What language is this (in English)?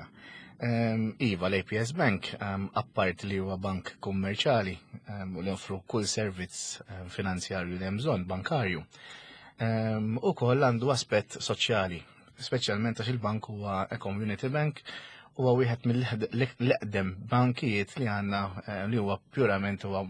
Maltese